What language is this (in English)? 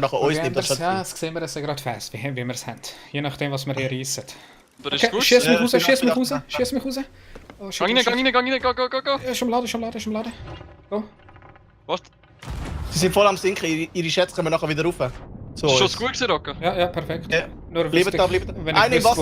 Swiss German